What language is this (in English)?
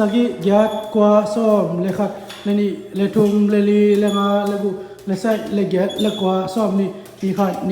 Tedim Chin